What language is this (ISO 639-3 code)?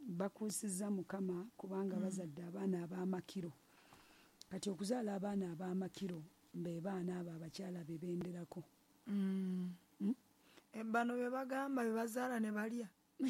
lug